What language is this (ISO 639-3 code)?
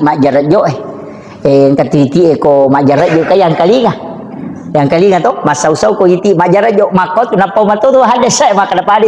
bug